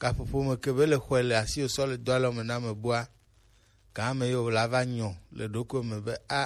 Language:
Gen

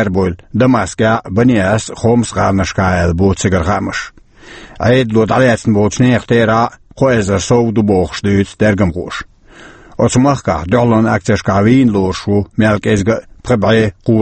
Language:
Chechen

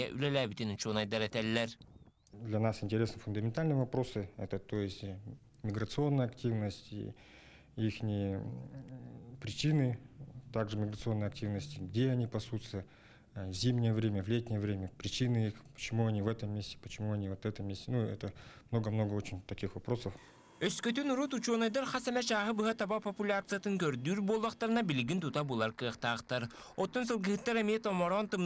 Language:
Yakut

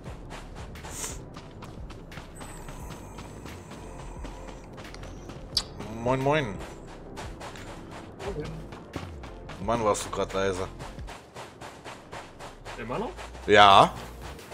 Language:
German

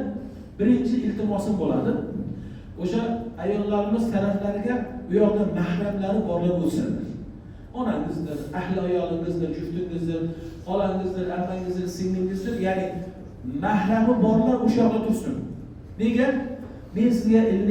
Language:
Uzbek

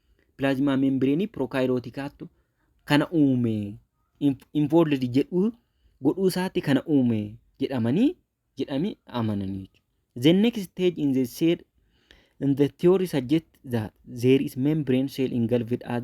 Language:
Oromo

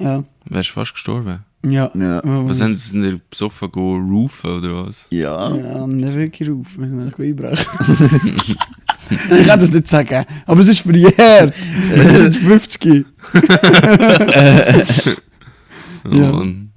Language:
Swiss German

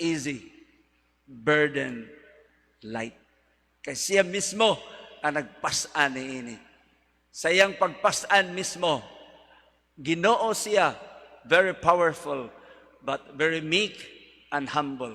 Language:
Cebuano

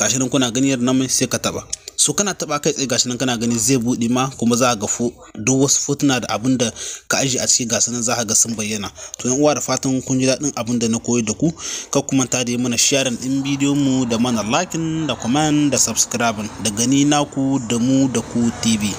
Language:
Hausa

